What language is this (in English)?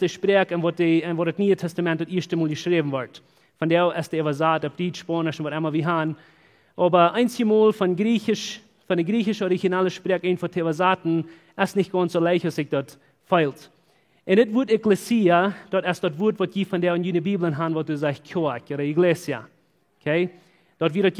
Plautdietsch